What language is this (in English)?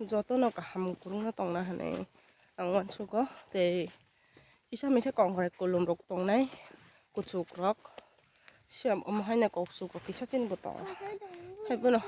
Kok Borok